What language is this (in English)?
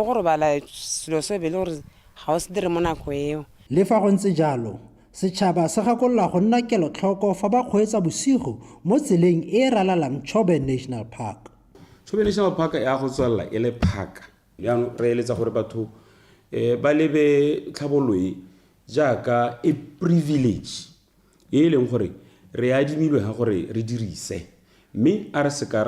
Tswana